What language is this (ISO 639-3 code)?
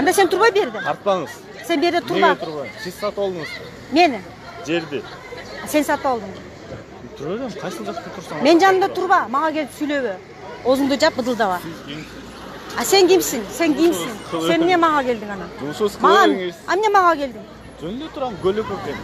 kir